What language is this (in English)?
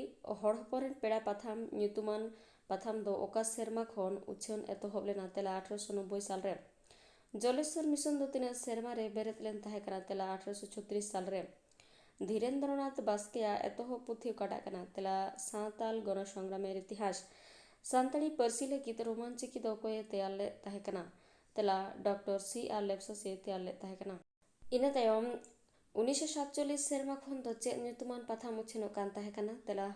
Santali